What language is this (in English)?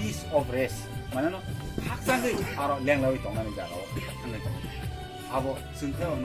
Kok Borok